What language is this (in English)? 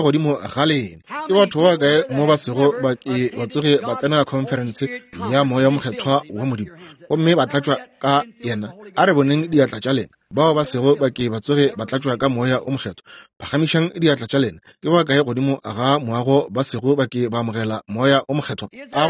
Northern Sotho